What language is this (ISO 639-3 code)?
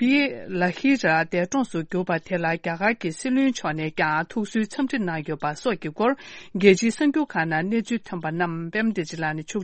bod